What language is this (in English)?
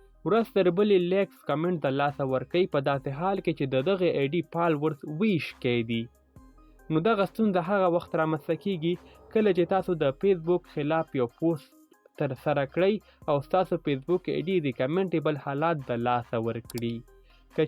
Pashto